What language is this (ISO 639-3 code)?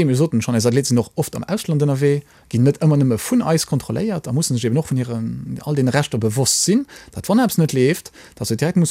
ltz